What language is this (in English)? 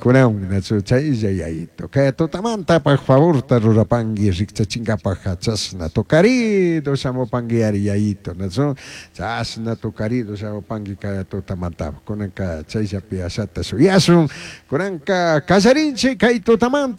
Chimborazo Highland Quichua